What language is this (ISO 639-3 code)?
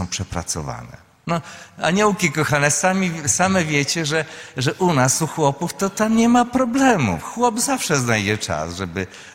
pol